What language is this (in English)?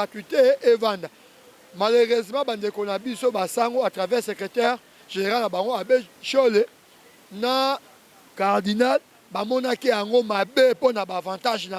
Lingala